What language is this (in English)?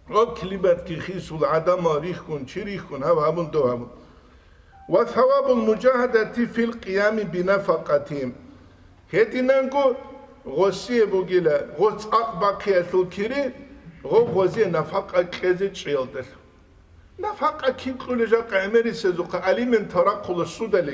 Avaric